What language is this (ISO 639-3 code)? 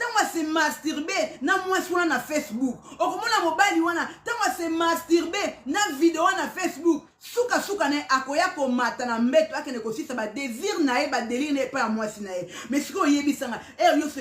lin